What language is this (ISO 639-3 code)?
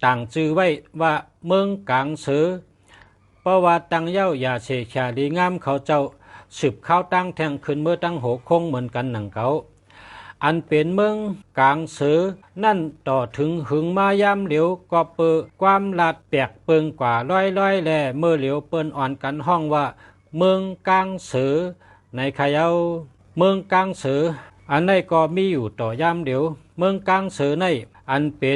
shn